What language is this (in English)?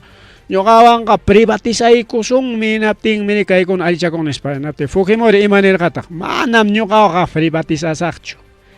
Ayacucho Quechua